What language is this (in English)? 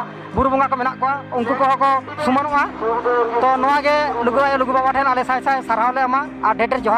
Santali